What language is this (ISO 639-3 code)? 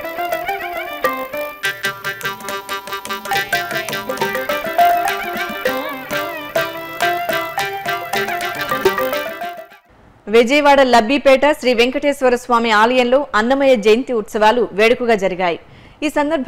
tel